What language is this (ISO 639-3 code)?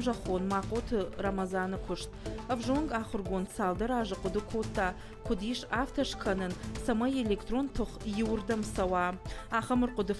oss